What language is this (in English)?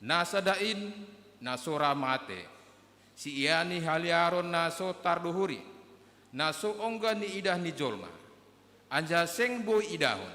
Batak Simalungun